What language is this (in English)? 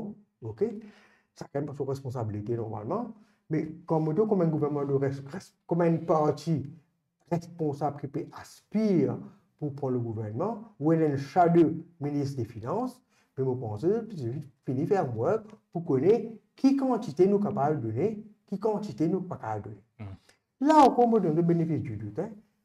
Morisyen